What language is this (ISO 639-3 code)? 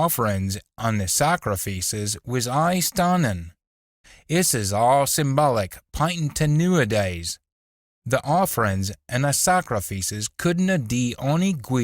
sco